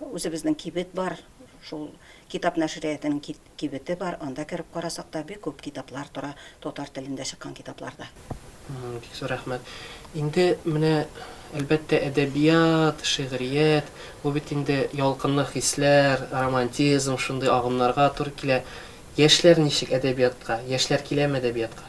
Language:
Tatar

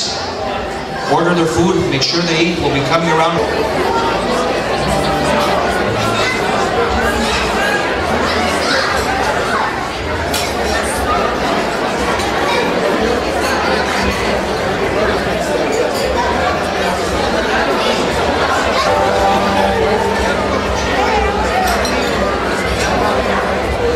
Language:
Greek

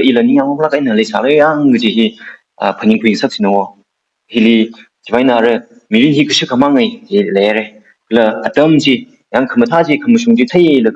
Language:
Tangkhul Naga (India)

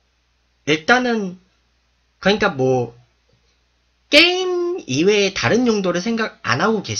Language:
Korean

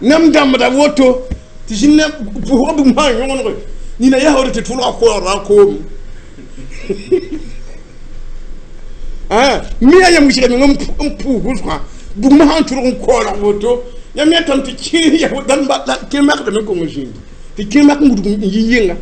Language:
Mossi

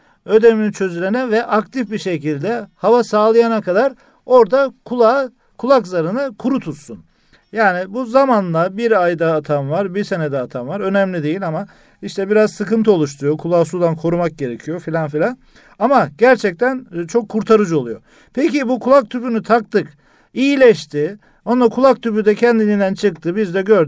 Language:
Turkish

